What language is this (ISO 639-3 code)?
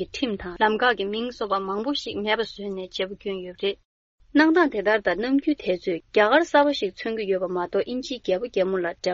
bod